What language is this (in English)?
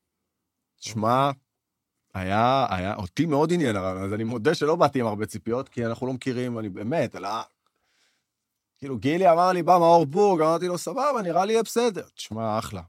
Hebrew